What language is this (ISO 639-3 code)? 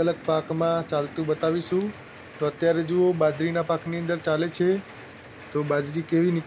guj